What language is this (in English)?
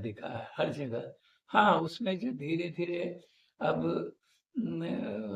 Sadri